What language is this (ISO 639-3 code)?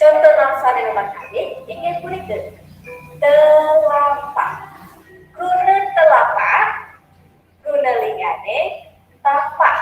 ban